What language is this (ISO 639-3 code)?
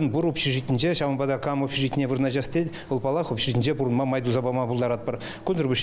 chv